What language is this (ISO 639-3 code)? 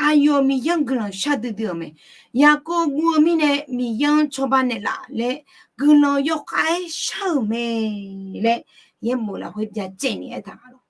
ahk